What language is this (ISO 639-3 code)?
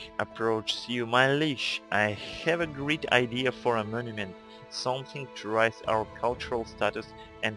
eng